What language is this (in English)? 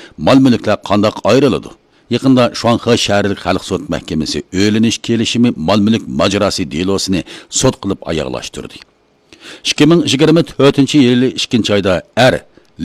Uyghur